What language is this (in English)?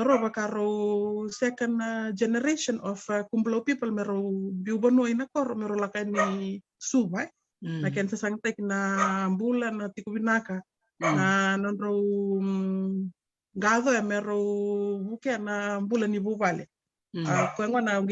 Fijian